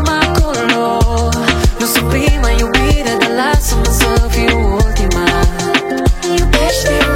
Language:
Romanian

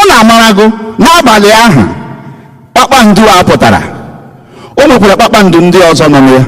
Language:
Igbo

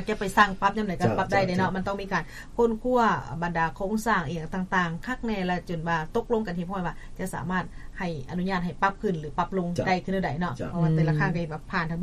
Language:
Lao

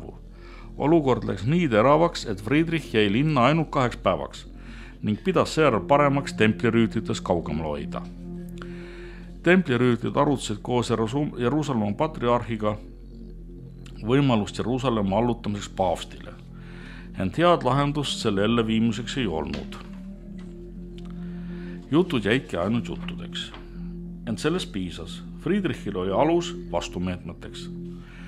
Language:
Estonian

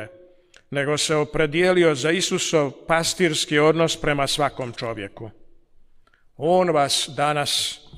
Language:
Croatian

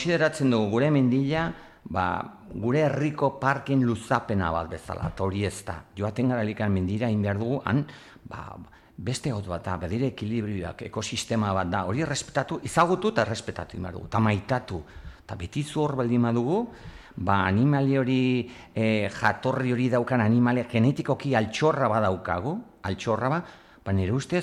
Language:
Basque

